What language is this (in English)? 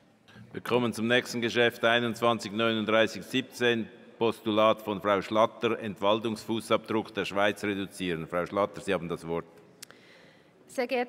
German